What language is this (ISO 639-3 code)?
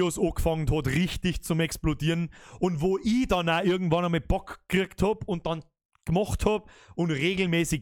bar